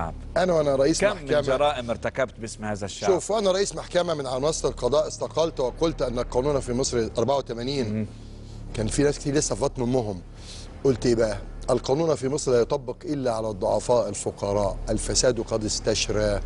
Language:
Egyptian Arabic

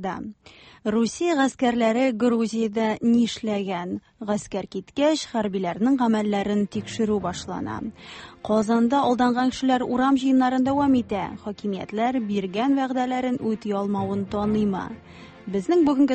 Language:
Tatar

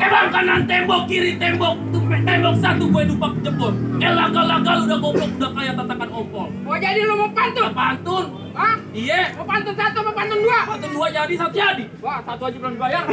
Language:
Betawi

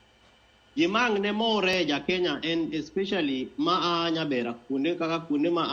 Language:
Luo (Kenya and Tanzania)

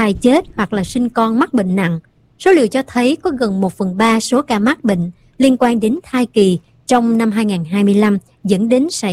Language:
Vietnamese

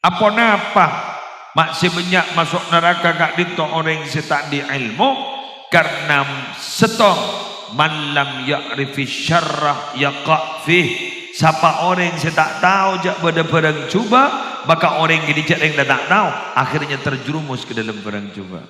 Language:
Madurese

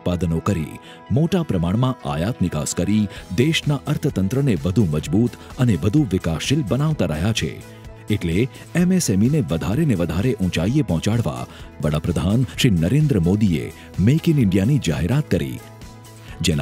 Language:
Gujarati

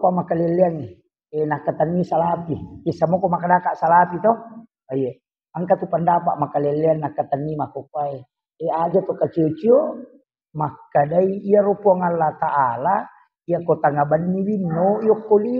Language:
Buginese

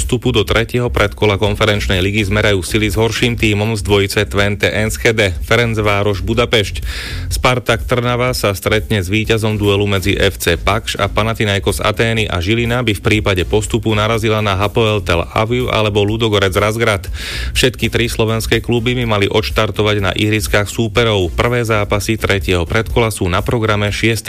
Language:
Slovak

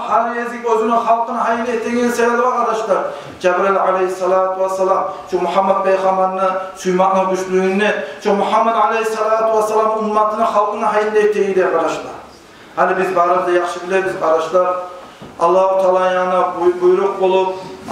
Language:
Kumyk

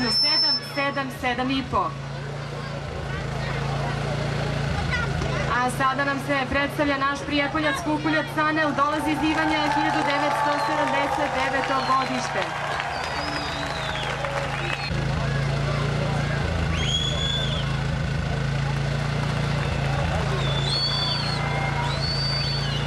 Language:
Serbian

